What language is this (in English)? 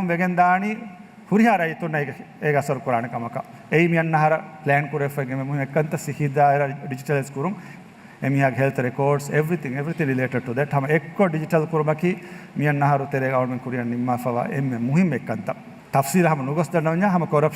Divehi